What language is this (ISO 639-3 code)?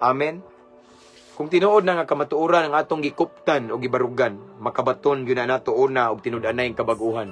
ceb